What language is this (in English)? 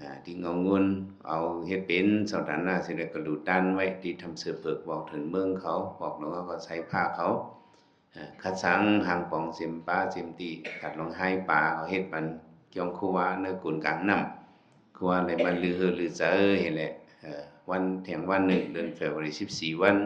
Shan